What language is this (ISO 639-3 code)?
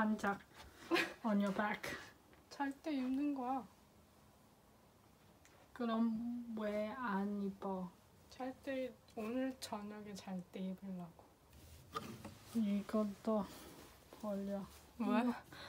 kor